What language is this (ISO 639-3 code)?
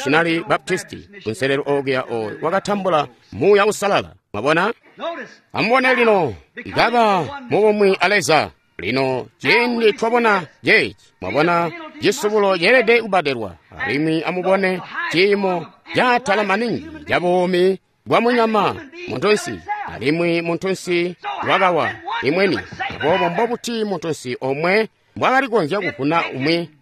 toi